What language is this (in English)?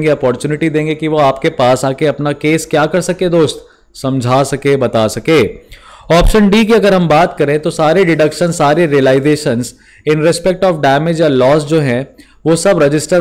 Hindi